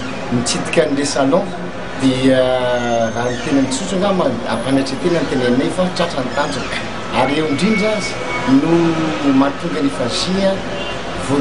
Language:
Malagasy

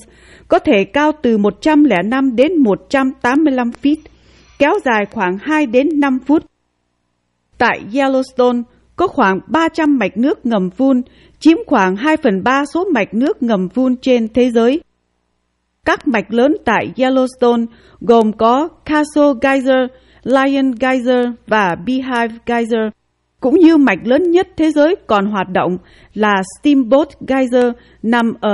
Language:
Vietnamese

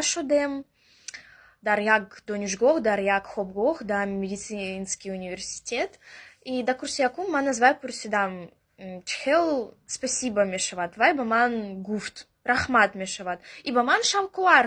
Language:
Tajik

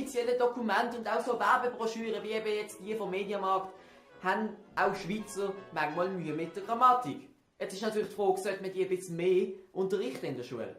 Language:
Swiss German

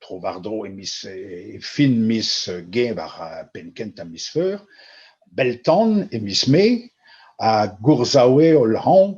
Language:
Breton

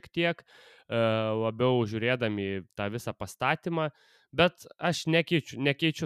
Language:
Lithuanian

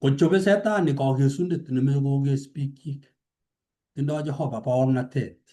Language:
Kalenjin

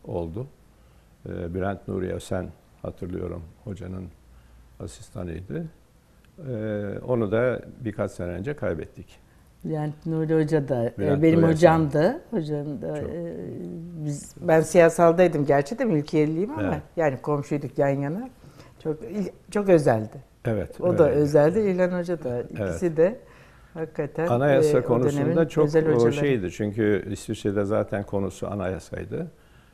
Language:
Turkish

